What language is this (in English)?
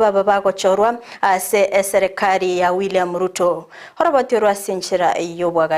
Gusii